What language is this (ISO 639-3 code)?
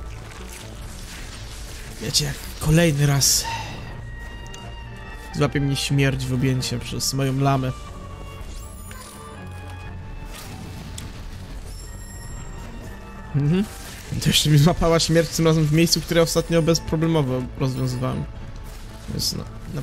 pol